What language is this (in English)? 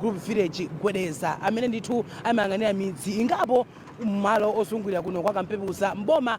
Nyanja